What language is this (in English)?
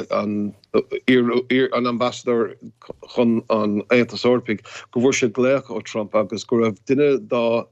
Irish